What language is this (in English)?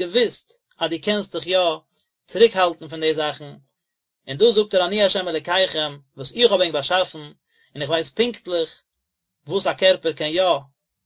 Yiddish